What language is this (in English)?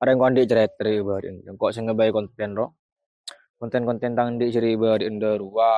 Madurese